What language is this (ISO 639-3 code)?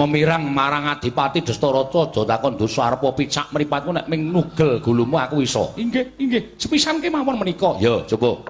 jav